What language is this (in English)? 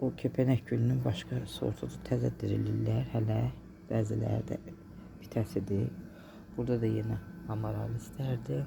Azerbaijani